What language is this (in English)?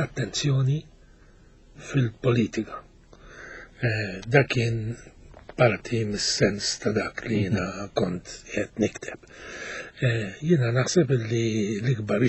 Maltese